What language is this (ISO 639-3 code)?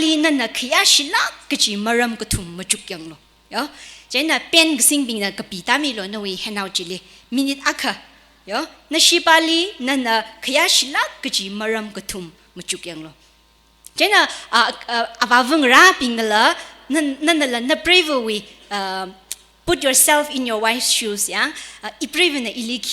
nmf